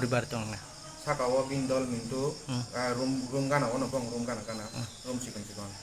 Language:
Kok Borok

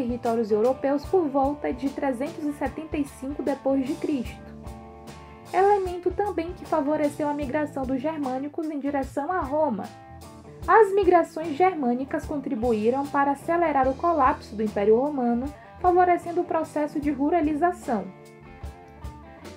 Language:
Portuguese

